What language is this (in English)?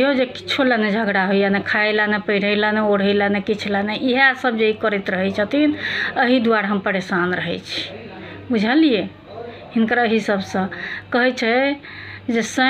Maithili